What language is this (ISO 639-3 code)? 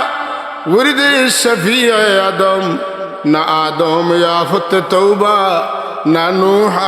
syl